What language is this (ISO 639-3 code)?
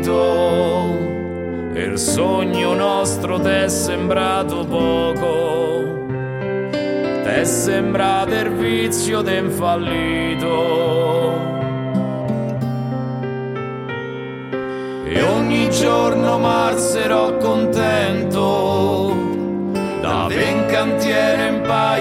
ita